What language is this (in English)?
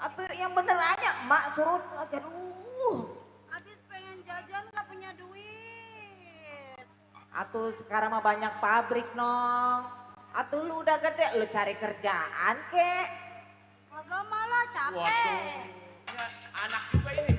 Betawi